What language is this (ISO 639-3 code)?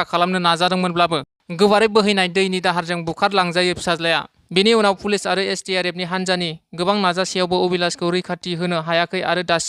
brx